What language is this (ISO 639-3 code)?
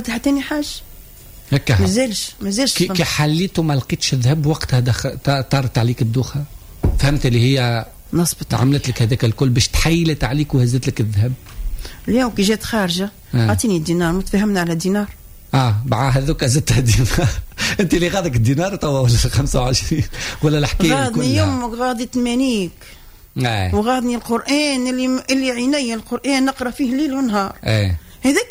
aeb